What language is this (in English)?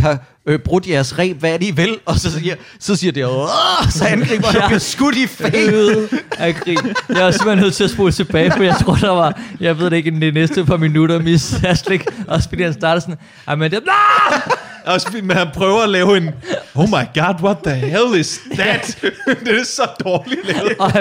Danish